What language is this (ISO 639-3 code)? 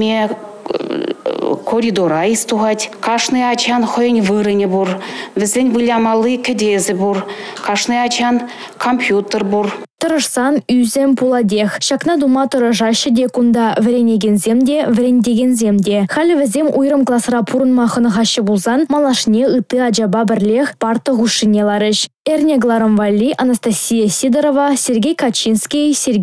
chv